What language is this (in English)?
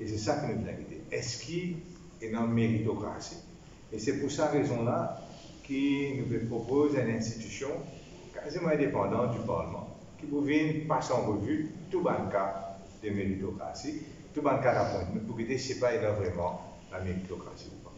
Morisyen